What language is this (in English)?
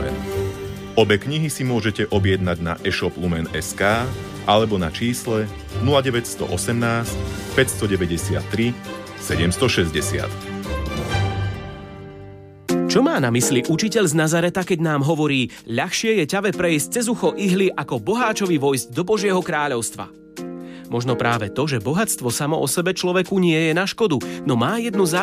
Slovak